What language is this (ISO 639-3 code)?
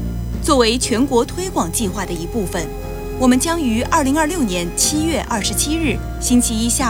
zho